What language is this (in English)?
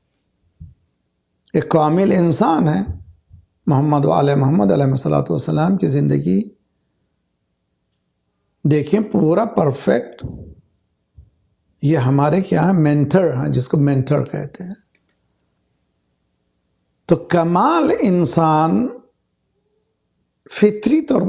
Urdu